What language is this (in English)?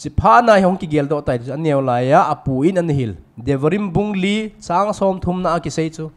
Thado Chin